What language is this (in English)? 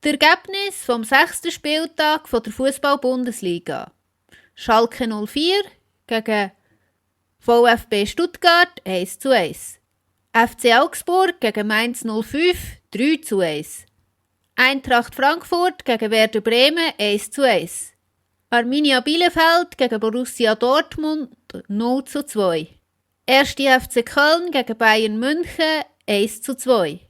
Swiss German